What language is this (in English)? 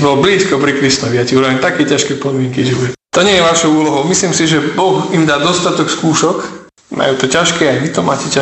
Slovak